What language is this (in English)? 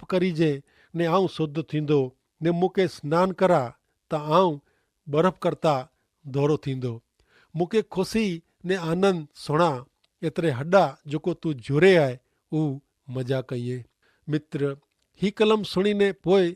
Kachhi